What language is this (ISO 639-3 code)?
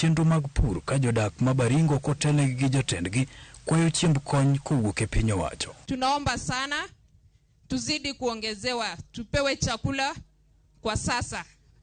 luo